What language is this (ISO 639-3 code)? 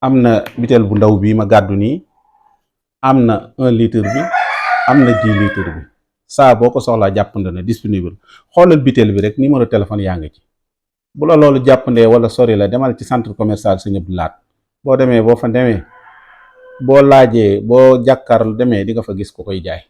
wol